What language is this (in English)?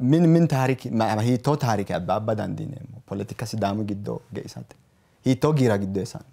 Sidamo